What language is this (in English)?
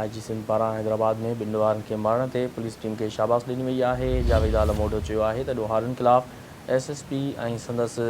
Sindhi